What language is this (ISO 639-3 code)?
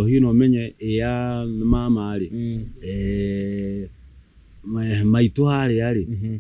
kik